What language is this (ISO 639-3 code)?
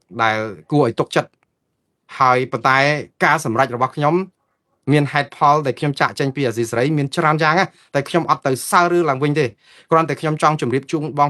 khm